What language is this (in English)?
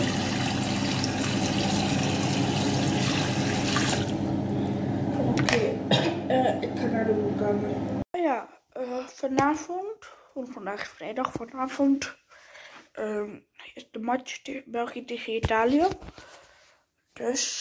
Dutch